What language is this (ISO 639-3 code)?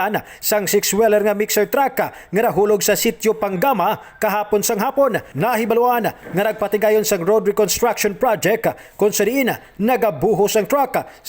hil